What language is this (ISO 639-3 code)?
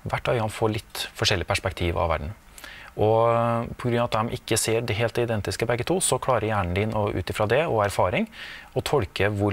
nor